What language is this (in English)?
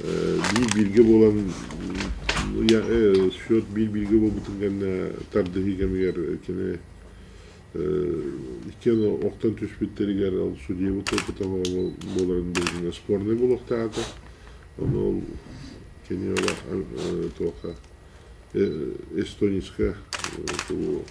Yakut